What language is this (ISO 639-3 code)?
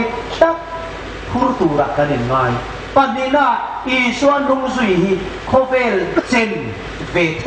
hmr